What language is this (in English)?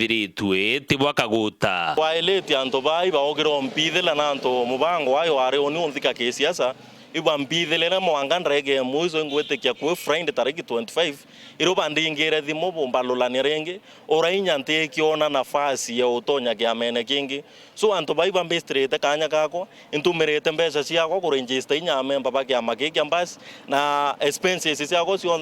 Meru